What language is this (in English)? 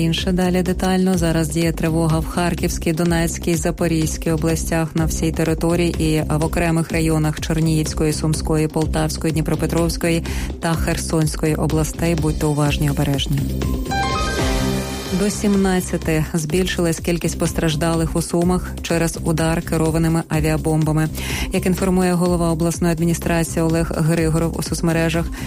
Ukrainian